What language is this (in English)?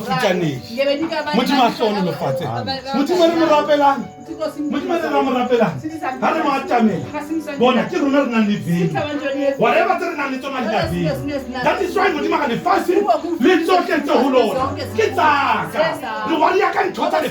Southern Sotho